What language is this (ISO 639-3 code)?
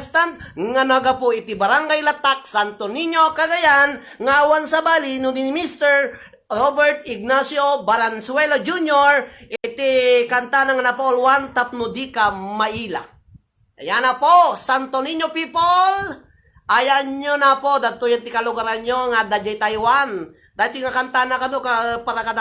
ilo